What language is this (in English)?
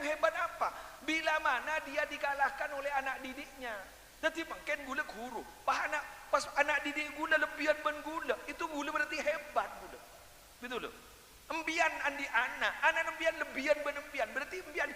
Madurese